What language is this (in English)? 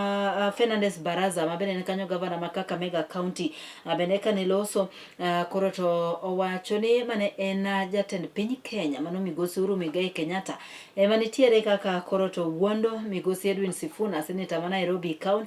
Luo (Kenya and Tanzania)